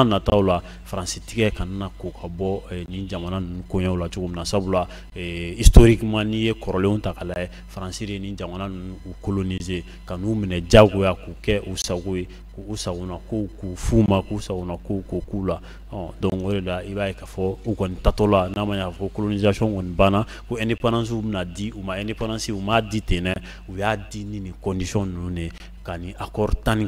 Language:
Bambara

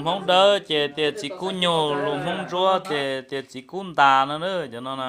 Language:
Hmong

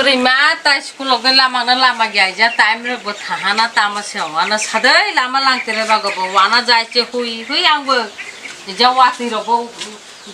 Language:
Kok Borok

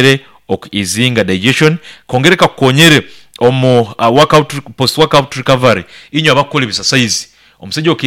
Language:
Nyankole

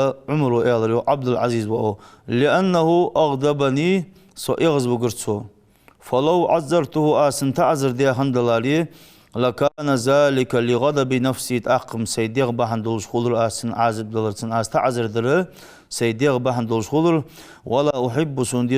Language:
Ingush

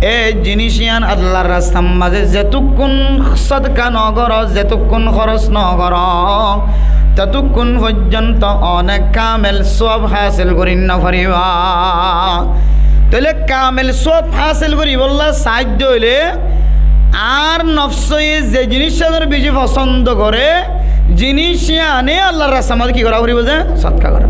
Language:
Rohingya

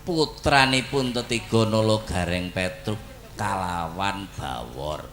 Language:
Javanese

